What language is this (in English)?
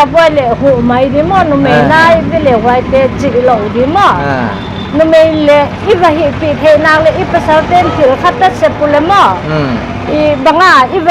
Paite Chin